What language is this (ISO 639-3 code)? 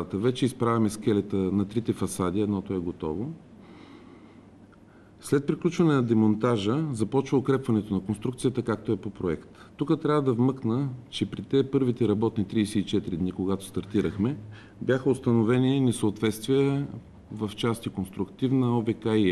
bul